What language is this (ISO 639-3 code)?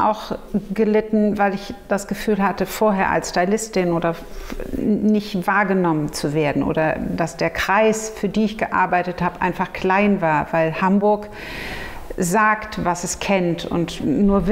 deu